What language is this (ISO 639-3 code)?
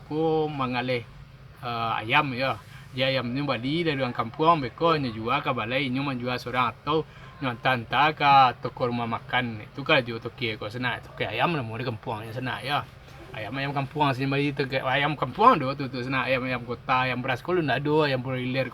min